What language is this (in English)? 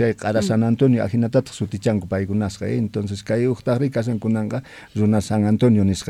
Quechua